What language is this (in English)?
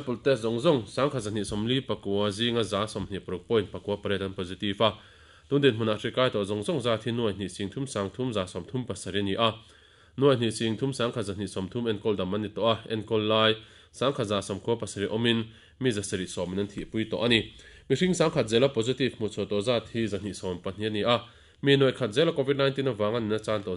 Mizo